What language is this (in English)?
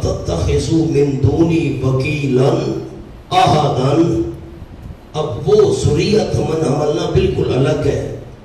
Urdu